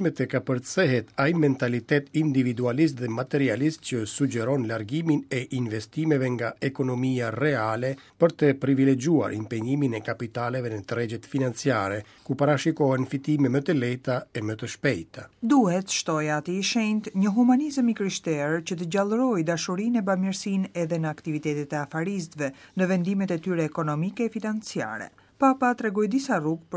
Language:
Albanian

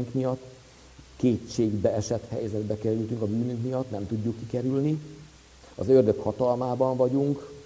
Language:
Hungarian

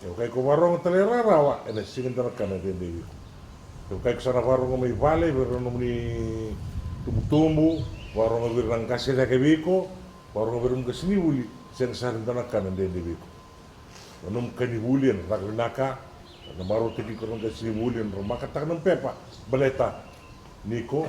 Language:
Fijian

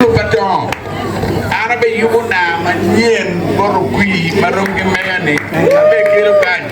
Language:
Acoli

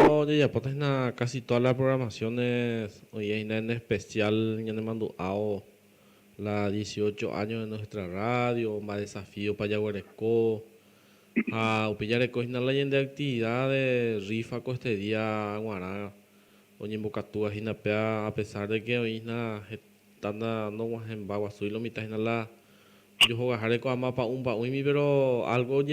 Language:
Guarani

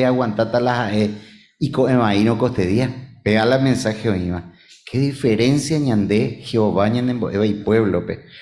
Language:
Guarani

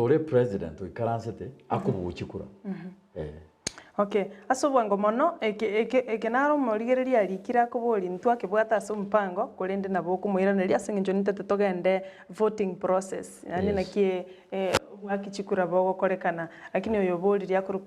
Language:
Gusii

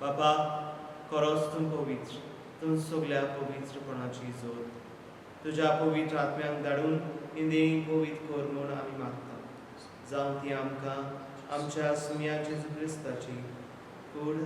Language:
Konkani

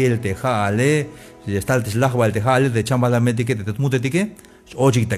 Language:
Tzeltal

